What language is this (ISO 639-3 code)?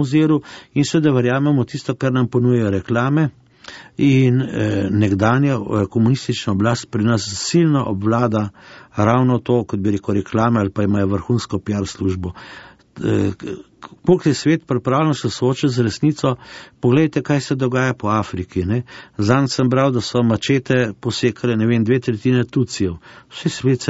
slv